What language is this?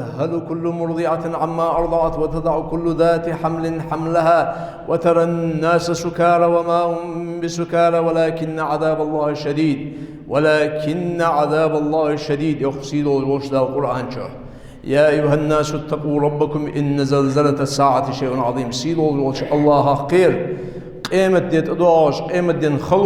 Ingush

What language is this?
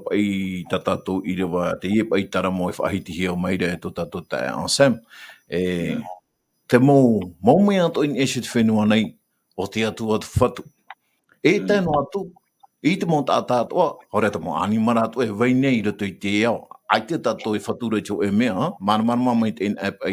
Tahitian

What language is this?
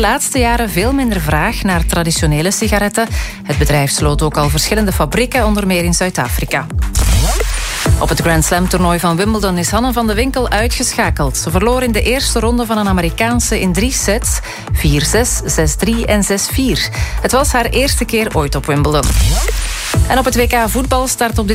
Dutch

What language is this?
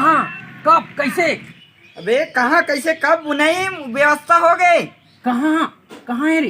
Chhattisgarhi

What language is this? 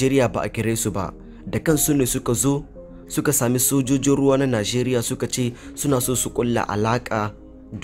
Hausa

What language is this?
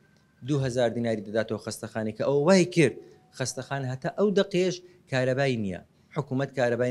Central Kurdish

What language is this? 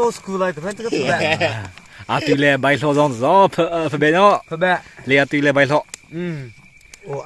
Hakha Chin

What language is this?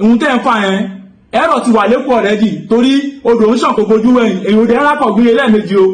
Yoruba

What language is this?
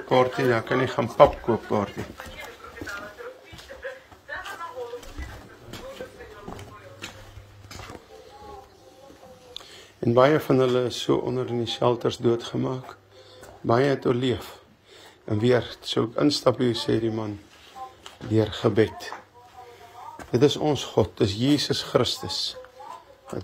Afrikaans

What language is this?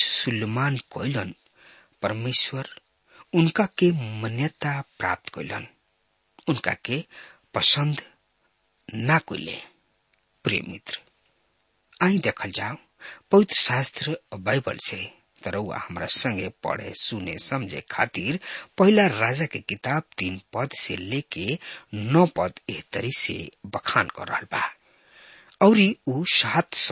Bhojpuri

